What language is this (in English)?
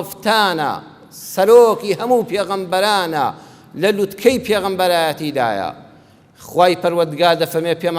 Central Kurdish